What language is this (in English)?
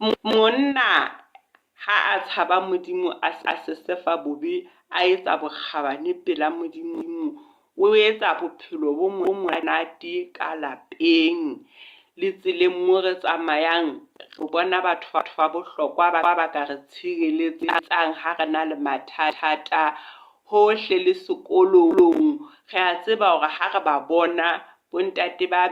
Southern Sotho